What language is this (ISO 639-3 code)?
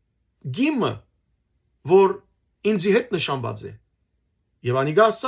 hyw